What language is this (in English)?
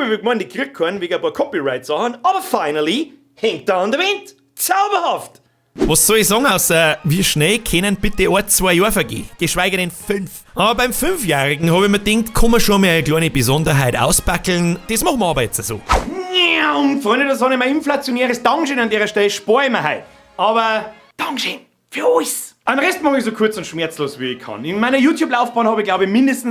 Bavarian